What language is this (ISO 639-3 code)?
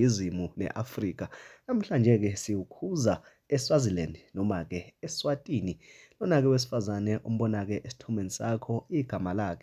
zul